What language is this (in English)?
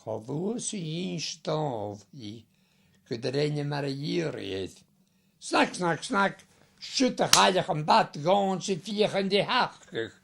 Scottish Gaelic